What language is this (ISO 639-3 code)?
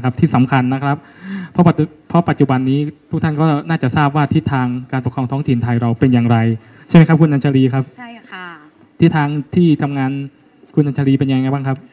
tha